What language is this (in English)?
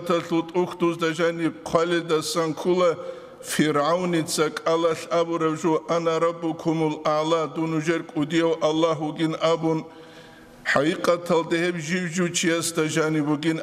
Avaric